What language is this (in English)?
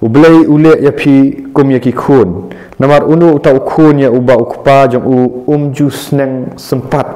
Khasi